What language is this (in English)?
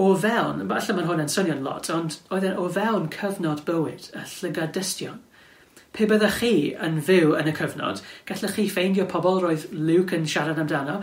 Welsh